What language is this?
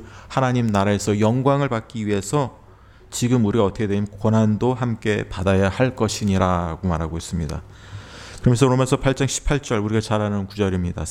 Korean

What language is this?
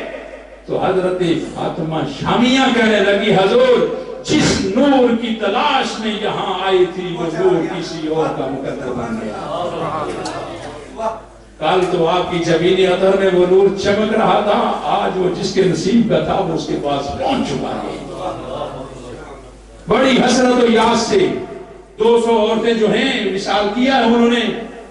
Urdu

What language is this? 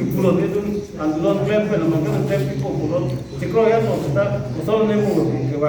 Karbi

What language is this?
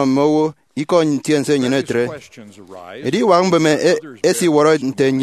Efik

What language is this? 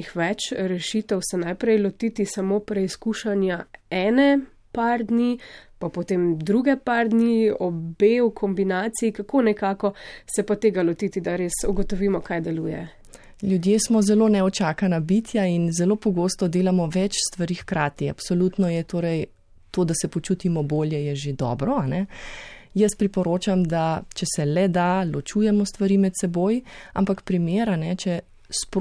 Slovenian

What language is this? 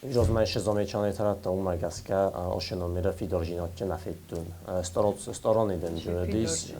Ossetic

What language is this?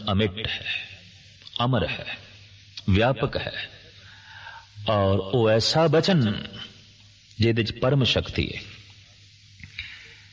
Punjabi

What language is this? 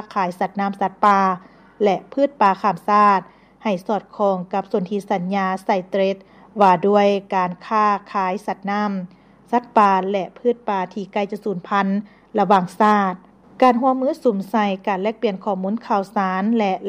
Lao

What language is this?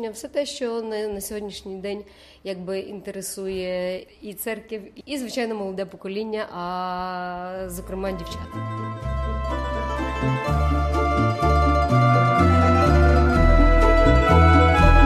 Ukrainian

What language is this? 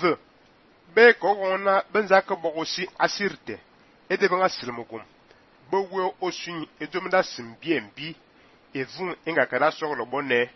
Fang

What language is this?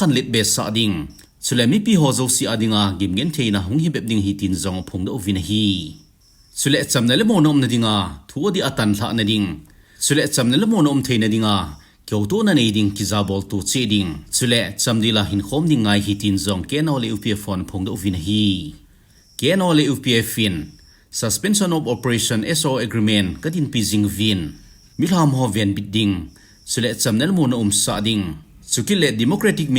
Thado Chin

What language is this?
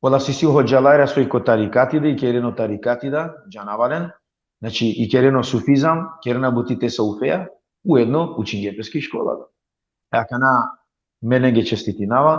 Balkan Romani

